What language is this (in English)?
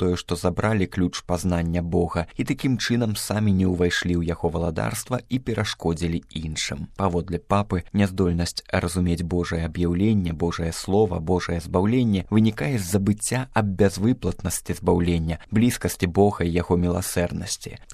Belarusian